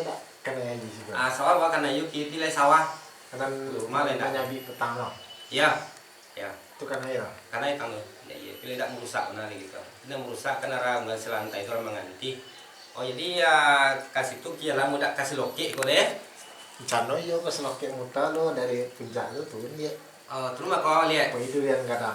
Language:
Minangkabau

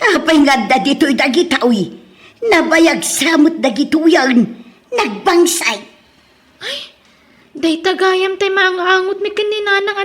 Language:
Iloko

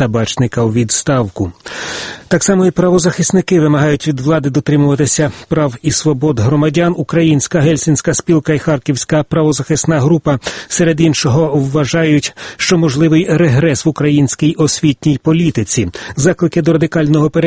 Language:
Ukrainian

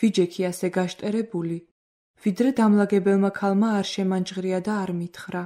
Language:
Georgian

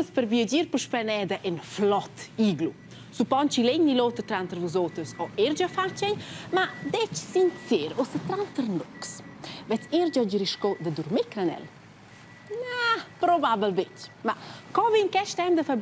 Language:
Romansh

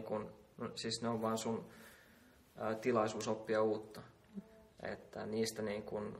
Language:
Finnish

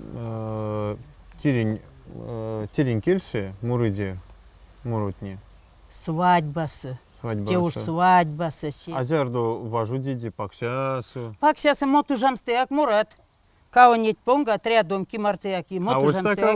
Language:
Erzya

